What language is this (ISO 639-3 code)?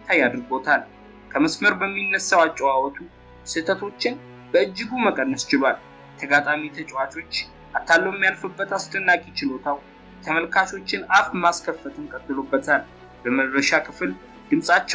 amh